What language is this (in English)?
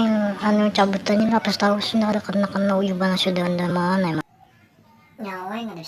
Banjar